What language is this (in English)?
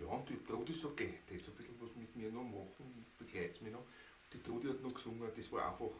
Bavarian